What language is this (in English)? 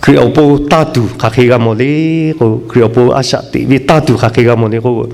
Lahu